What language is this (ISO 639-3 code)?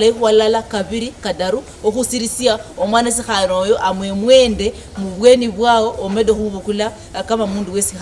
luy